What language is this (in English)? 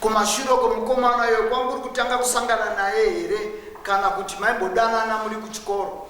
Shona